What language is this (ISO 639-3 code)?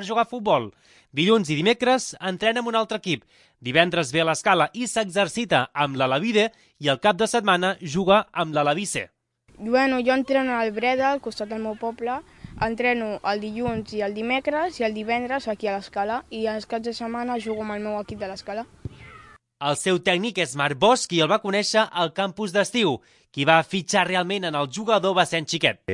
cat